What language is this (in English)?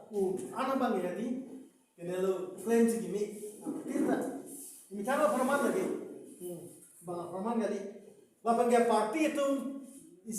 Karbi